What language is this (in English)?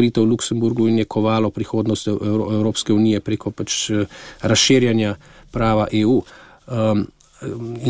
Slovenian